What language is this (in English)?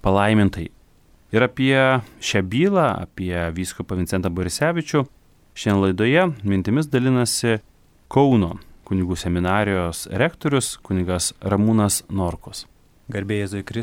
Lithuanian